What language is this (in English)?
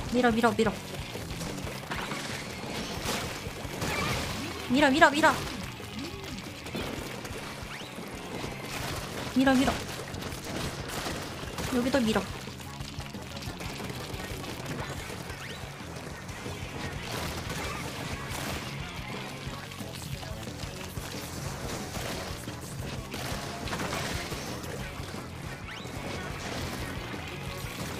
Korean